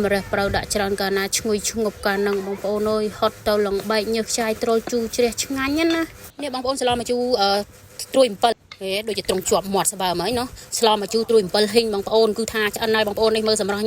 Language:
Khmer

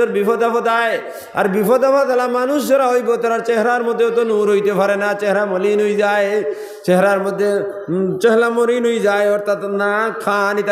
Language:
Sylheti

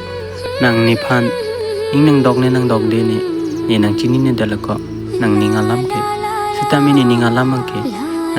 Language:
Karbi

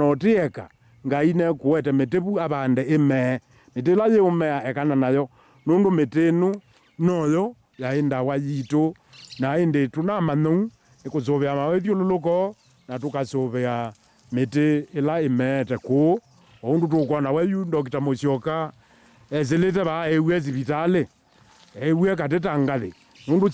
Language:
Kamba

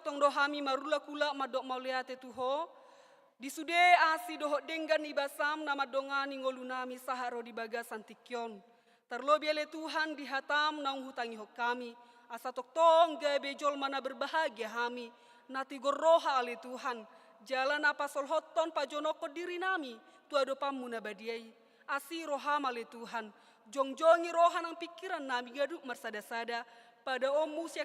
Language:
Batak Toba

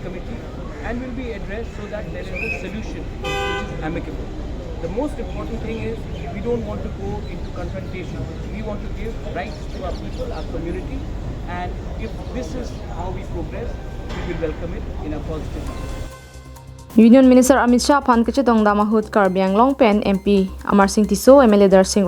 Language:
Karbi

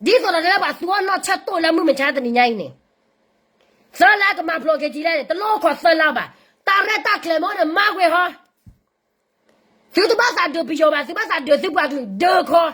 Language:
S'gaw Karen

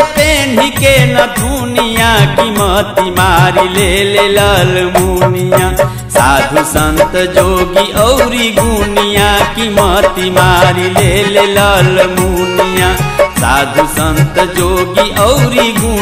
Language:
Bhojpuri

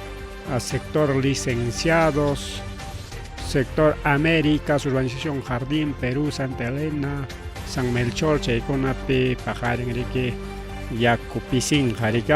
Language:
Ayacucho Quechua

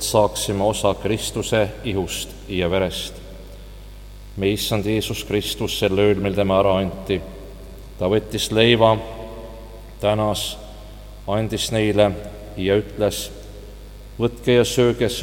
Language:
Estonian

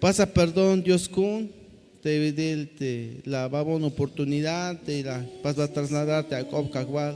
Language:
Tzeltal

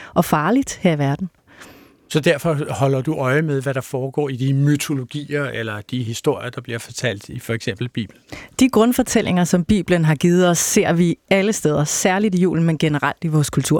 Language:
Danish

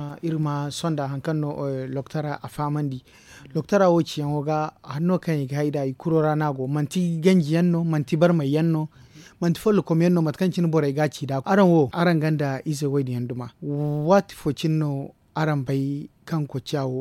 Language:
Zarma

